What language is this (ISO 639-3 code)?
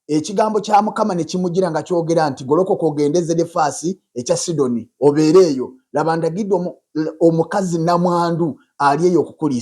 lug